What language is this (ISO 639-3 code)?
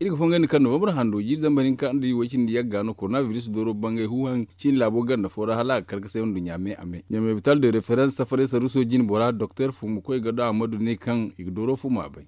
dje